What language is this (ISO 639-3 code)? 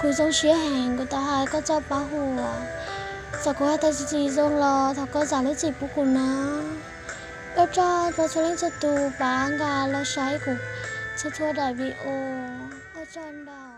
hmn